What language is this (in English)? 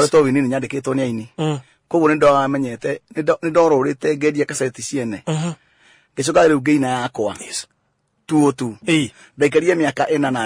Kikuyu